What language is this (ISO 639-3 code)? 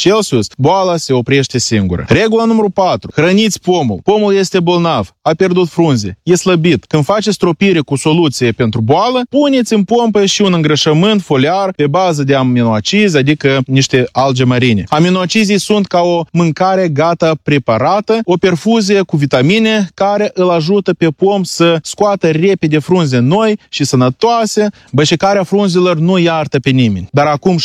ron